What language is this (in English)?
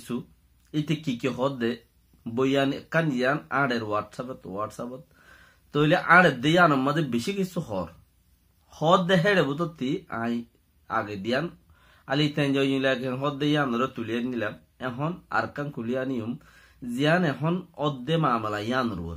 Rohingya